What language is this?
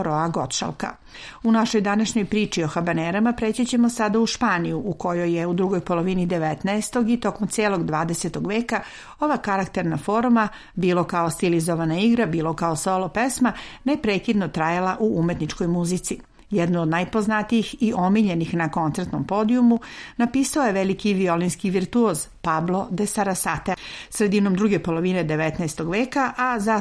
Serbian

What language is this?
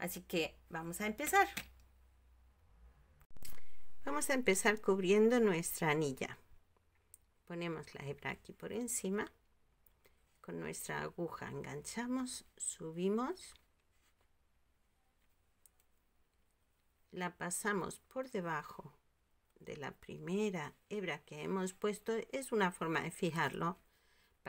Spanish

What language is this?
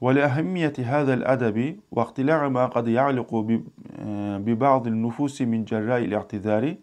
Kumyk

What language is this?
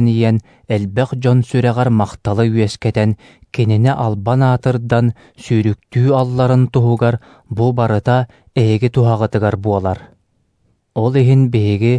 Yakut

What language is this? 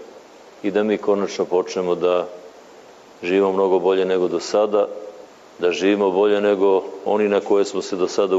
Serbian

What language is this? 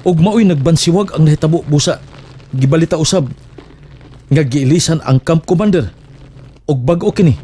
Cebuano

